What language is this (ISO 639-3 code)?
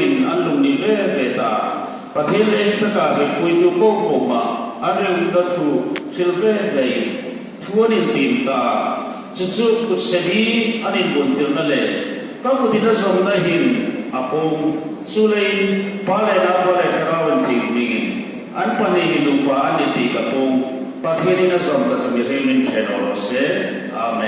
hmr